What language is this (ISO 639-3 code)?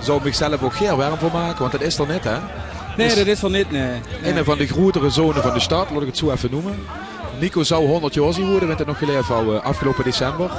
lim